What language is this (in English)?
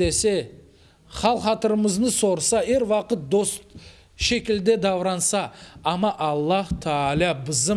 Crimean Tatar